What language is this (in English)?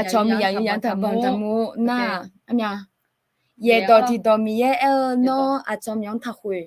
Akha